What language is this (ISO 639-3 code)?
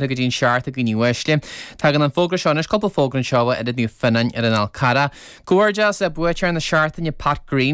gle